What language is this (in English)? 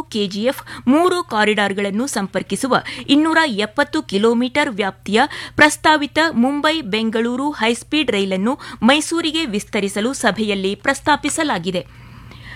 Kannada